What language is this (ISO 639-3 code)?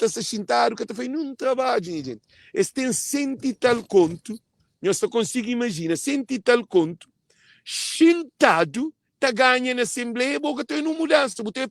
kea